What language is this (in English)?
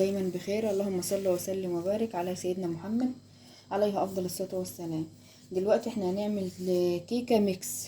Egyptian Arabic